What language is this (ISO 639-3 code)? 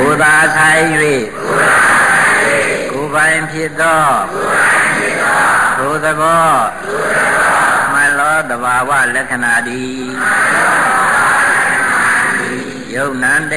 mya